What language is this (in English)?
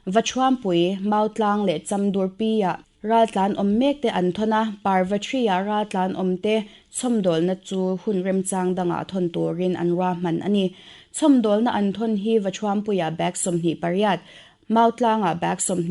Mizo